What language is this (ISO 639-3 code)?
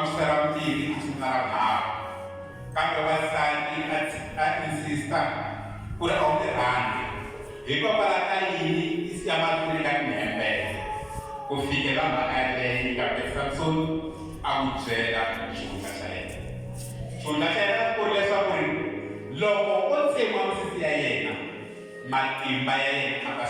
tso